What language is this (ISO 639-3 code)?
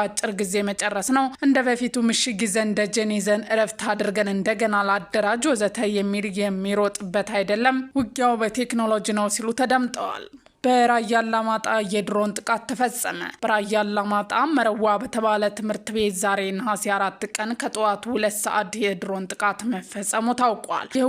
amh